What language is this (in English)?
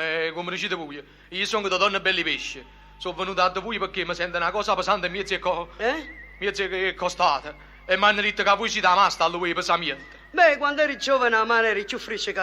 Neapolitan